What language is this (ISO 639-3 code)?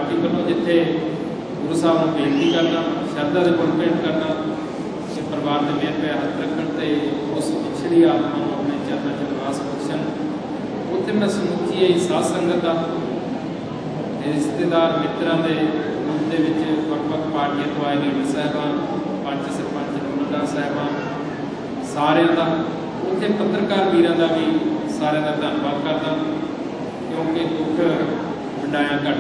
pan